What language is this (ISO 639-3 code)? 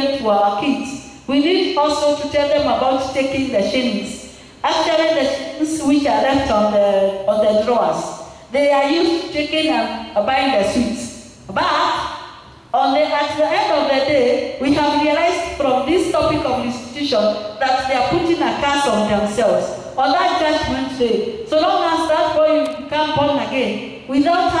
eng